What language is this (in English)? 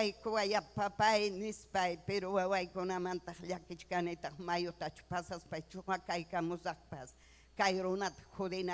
Ayacucho Quechua